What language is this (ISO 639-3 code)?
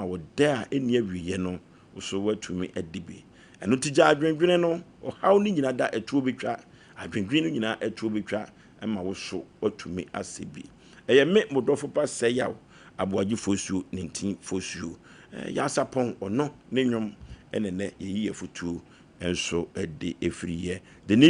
aka